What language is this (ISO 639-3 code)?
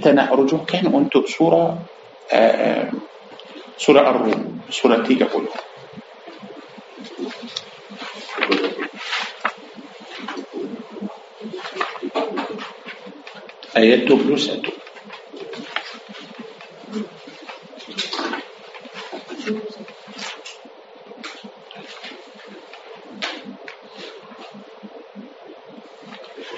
msa